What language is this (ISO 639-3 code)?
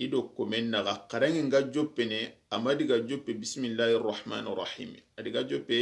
snk